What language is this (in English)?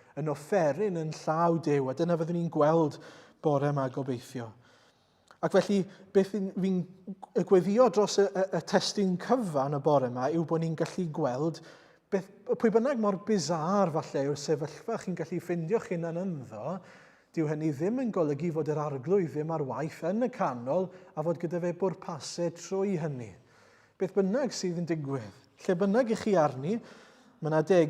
Welsh